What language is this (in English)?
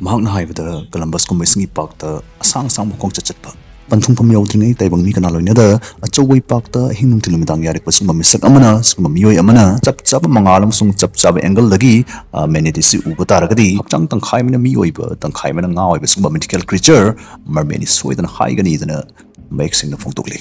Manipuri